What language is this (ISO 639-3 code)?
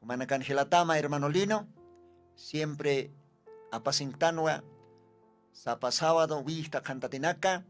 aym